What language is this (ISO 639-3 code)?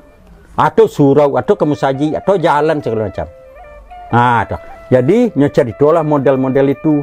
min